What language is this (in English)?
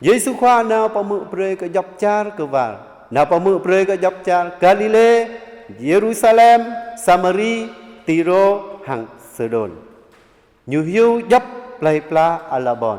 Jarai